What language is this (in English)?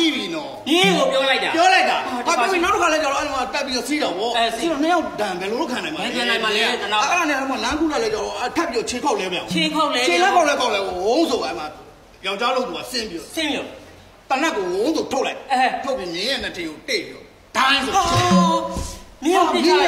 Burmese